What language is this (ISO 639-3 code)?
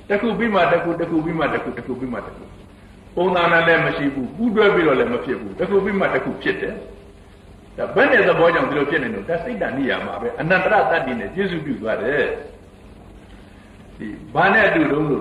mya